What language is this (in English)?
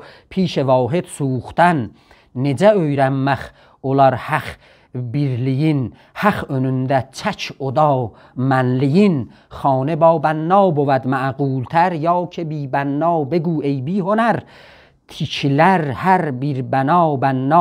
South Azerbaijani